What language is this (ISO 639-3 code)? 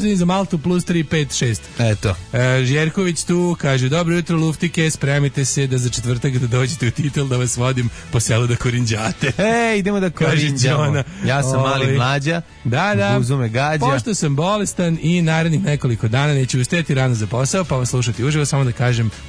srp